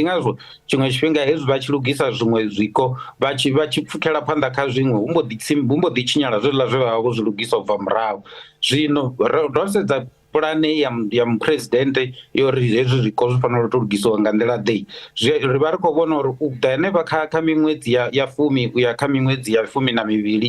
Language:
Venda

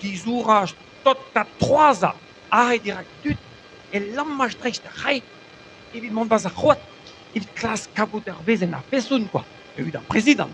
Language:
Breton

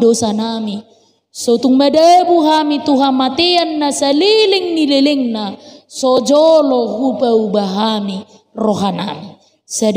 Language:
Batak Toba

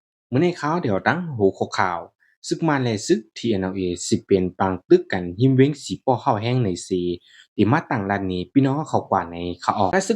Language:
Shan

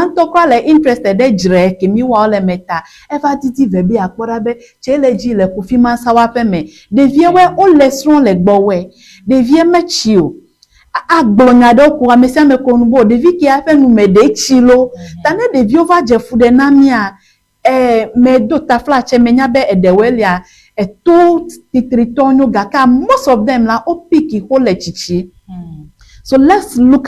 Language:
Ewe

